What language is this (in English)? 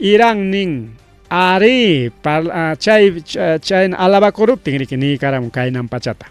Ayacucho Quechua